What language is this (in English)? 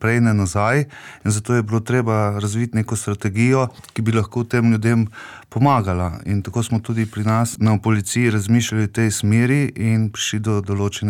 Slovenian